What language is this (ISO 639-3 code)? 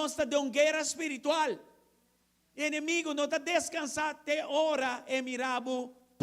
pap